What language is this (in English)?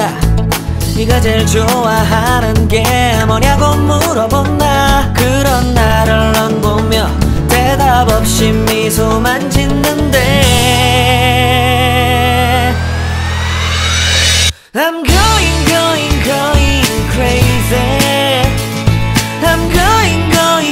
Korean